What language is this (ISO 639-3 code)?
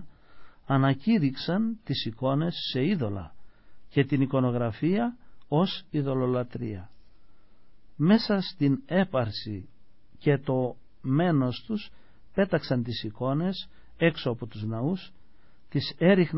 ell